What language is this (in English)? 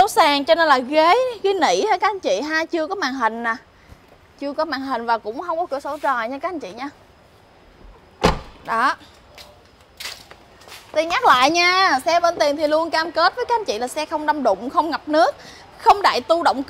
Vietnamese